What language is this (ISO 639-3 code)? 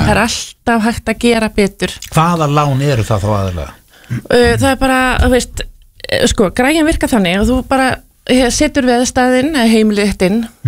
isl